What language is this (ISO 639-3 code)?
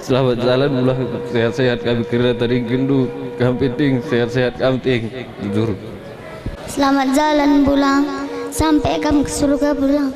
btx